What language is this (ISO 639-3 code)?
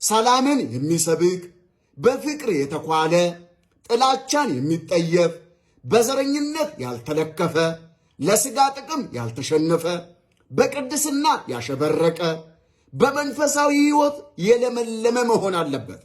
amh